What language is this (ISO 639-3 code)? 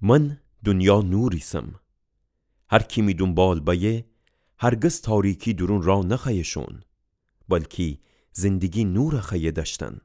glk